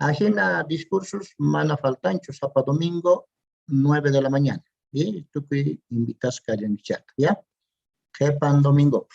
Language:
South Bolivian Quechua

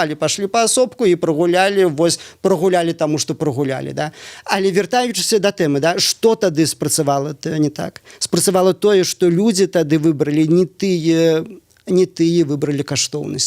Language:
Belarusian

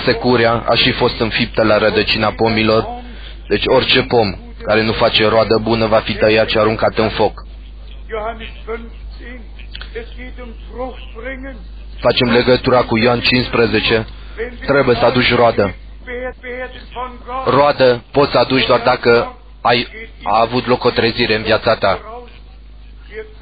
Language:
Romanian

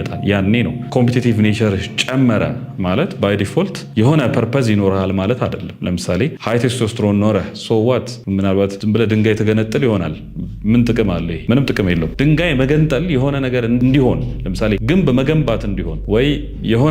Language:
Amharic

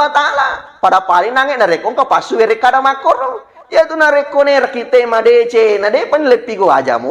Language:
Buginese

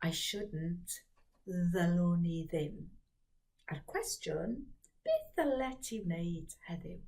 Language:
Welsh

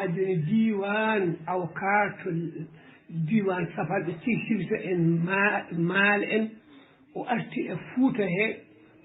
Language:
Fula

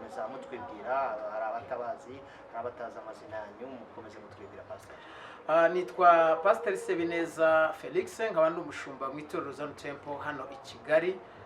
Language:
Kinyarwanda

